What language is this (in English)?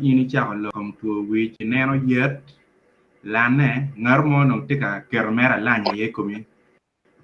Acoli